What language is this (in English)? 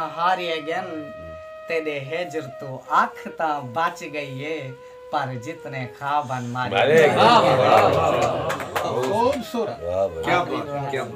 Saraiki